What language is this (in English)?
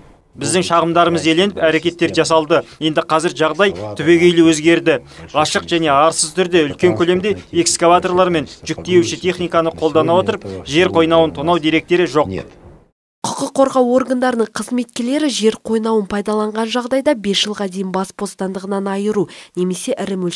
Kazakh